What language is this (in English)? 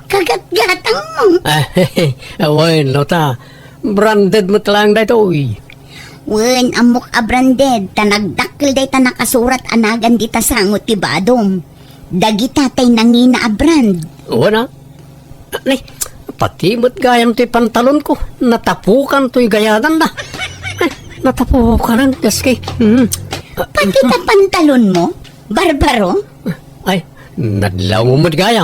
Iloko